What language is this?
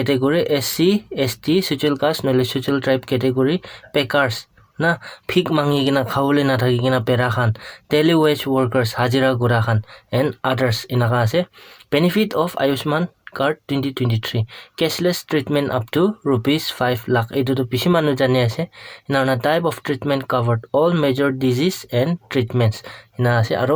Naga Pidgin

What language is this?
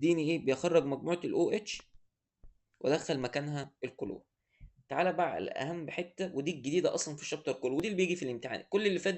Egyptian Arabic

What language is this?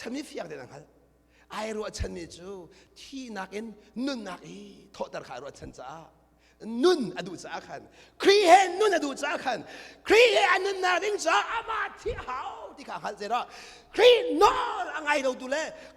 Hakha Chin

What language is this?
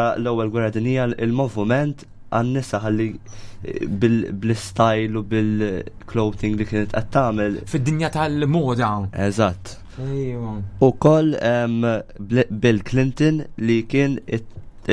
Maltese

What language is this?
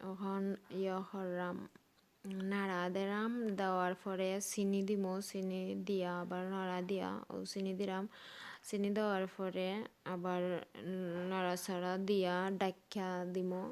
Sylheti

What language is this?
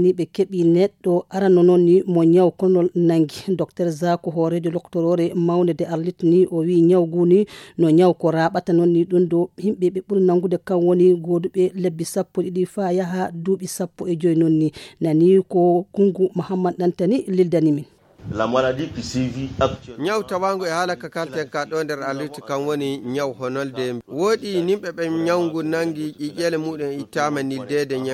Nigerian Fulfulde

